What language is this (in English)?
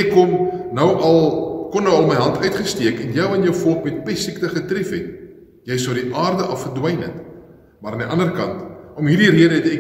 Afrikaans